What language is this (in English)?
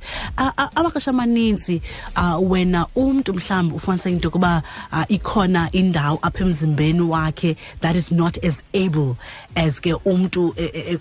Xhosa